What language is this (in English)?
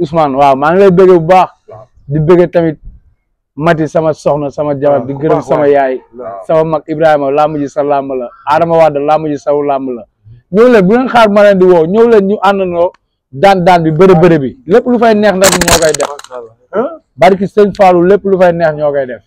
Wolof